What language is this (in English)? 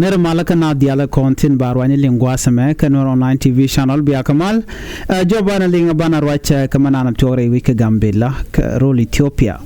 Nuer